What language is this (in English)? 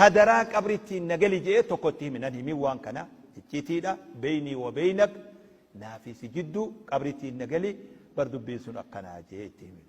Oromo